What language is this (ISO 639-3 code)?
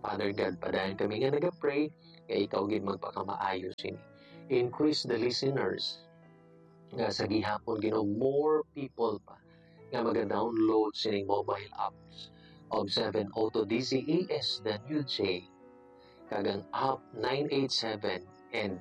hil